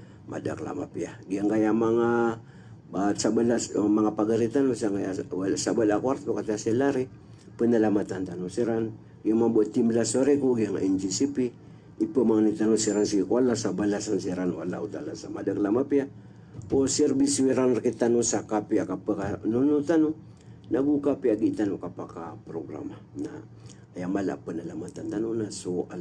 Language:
Maranao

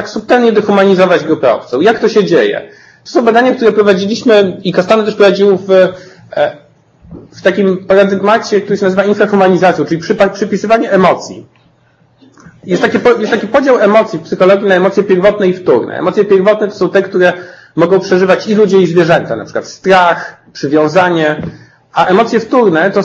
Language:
Polish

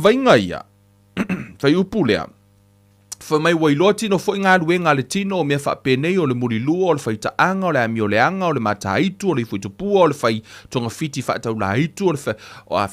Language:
Samoan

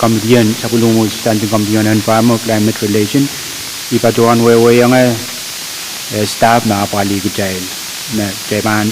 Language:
Pohnpeian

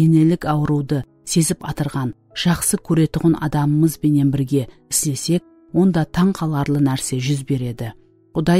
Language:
Kara-Kalpak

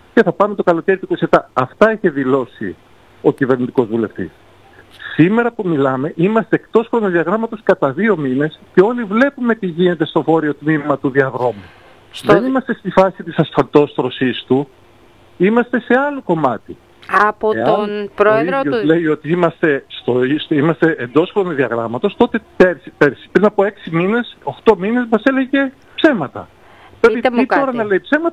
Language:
Greek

